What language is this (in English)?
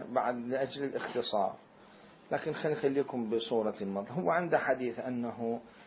Mesopotamian Arabic